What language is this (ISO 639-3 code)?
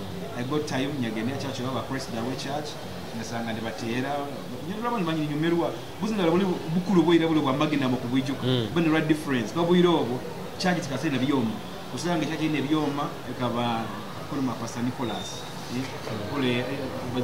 nyo